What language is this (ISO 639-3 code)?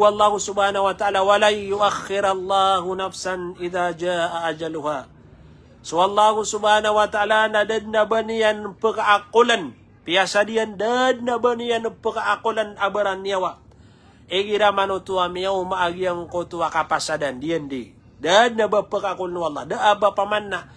mrw